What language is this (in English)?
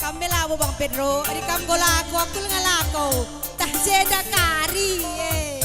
Batak Karo